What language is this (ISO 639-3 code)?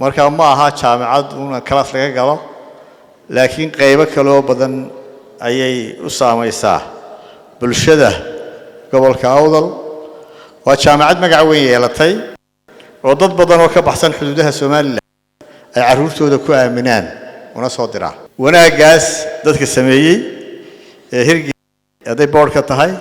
som